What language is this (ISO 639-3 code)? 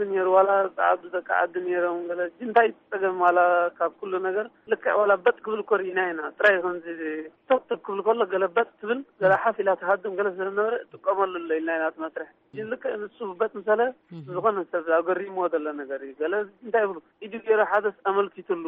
tir